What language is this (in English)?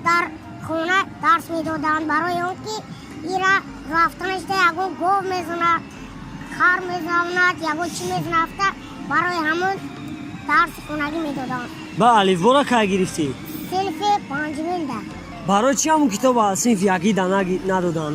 Tajik